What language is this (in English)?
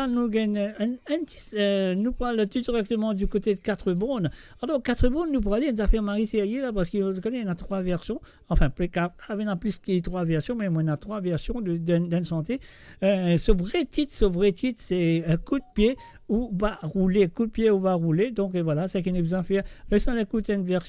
Morisyen